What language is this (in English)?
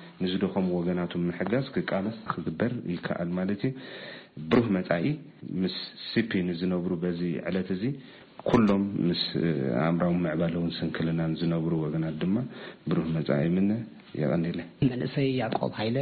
Tigrinya